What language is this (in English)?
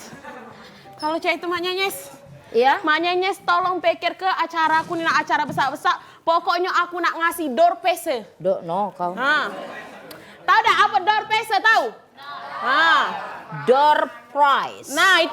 Musi